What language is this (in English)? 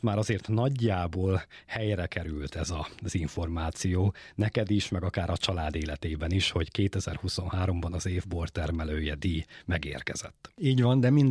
Hungarian